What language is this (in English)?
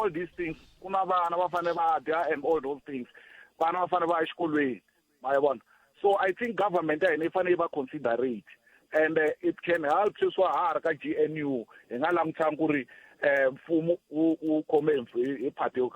Tsonga